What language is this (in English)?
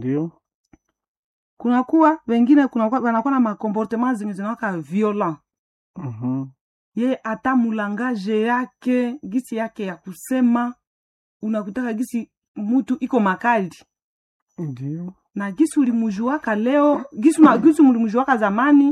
Swahili